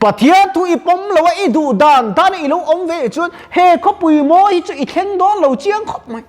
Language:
Mizo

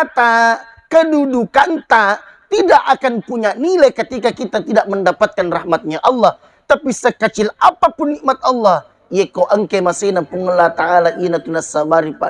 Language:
Buginese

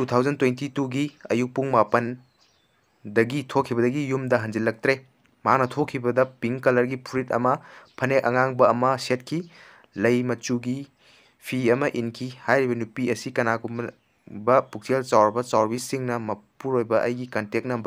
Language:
Manipuri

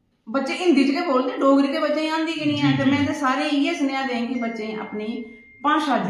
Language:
Dogri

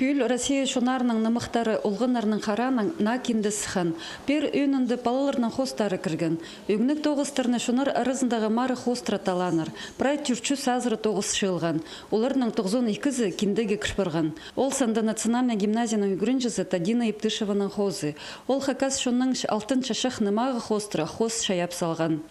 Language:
Khakas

